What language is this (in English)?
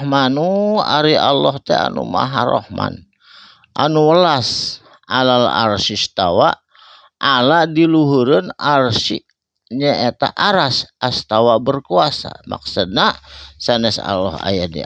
Sundanese